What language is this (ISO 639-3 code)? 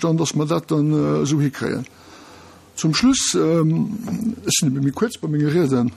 ltz